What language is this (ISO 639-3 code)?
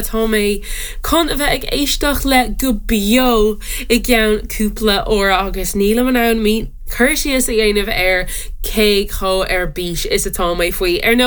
gle